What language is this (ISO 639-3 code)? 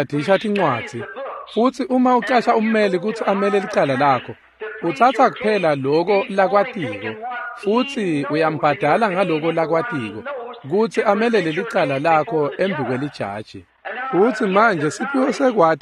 ssw